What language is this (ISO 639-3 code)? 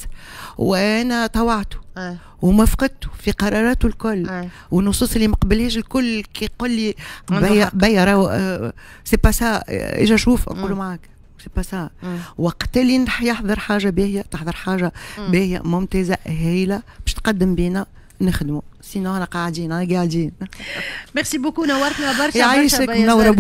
aeb